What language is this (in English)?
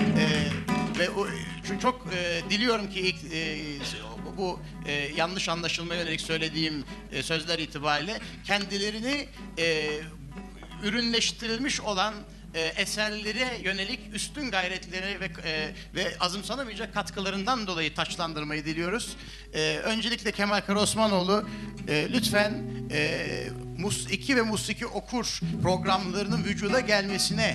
Turkish